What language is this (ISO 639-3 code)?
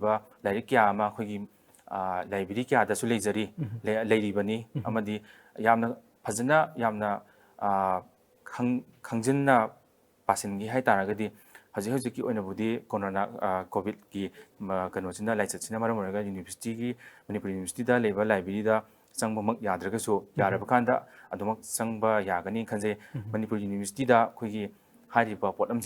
mni